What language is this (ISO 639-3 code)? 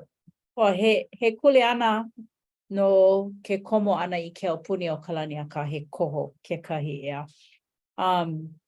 haw